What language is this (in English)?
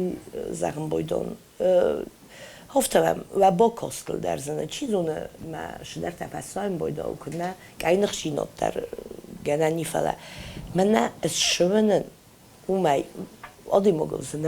Ossetic